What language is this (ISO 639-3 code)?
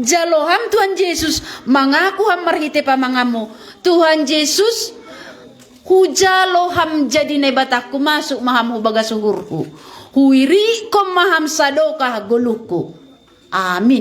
bts